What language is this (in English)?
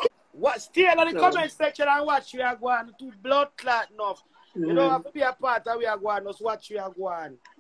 Jamaican Creole English